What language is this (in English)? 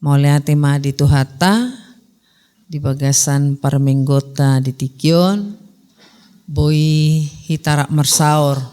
Batak Toba